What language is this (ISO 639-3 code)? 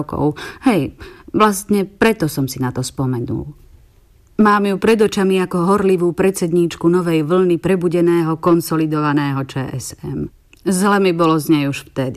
slk